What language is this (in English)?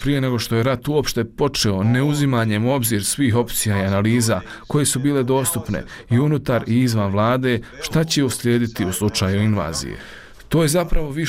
Bosnian